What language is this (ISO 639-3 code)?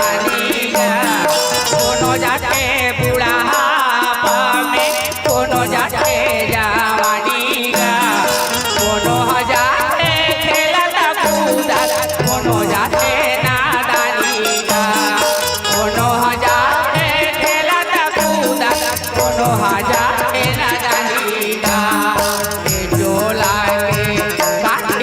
hne